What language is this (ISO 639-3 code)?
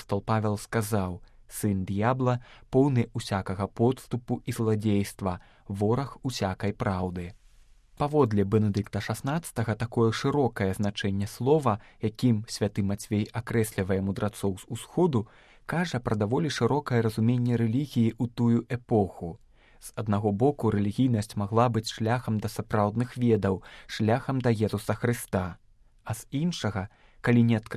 bel